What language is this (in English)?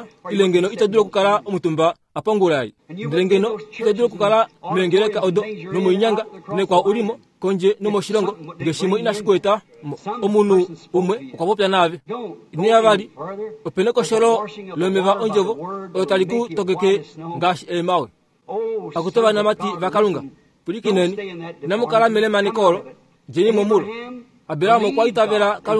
Kuanyama